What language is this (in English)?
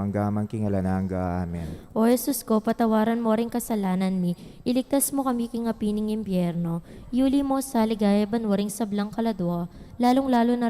Pampanga